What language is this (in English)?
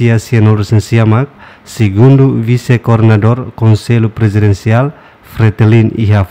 Tetum